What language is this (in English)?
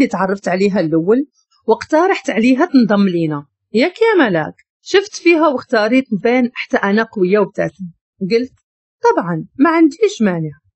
Moroccan Arabic